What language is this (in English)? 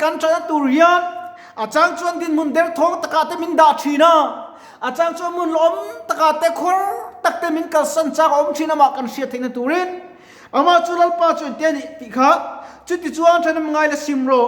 Mizo